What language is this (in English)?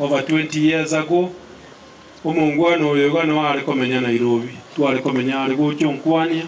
Gusii